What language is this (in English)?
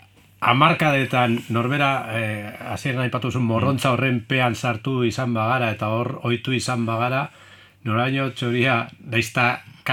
Basque